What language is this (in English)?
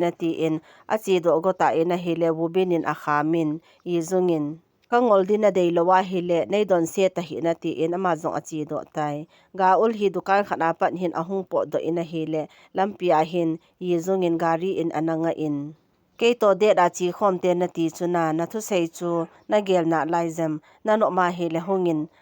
Thado Chin